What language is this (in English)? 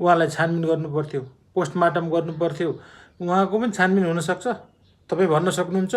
Nepali